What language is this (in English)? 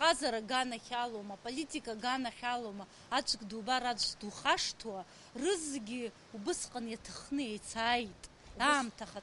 Abkhazian